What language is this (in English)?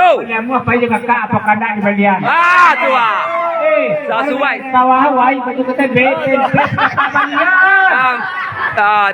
Minangkabau